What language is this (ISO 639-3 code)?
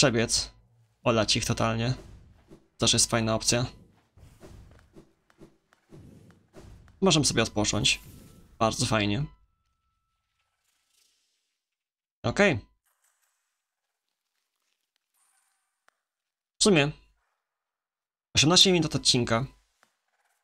pol